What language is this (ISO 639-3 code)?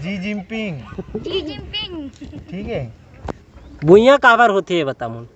hne